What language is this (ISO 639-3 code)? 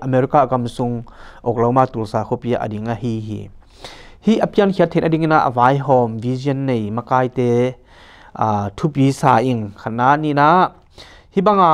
ctd